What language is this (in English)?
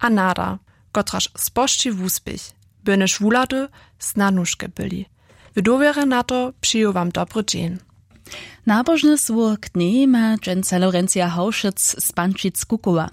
Upper Sorbian